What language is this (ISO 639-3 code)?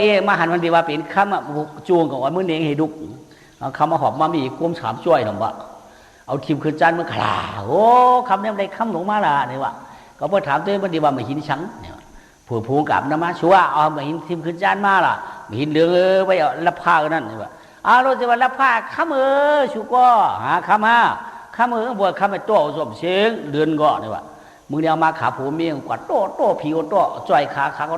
shn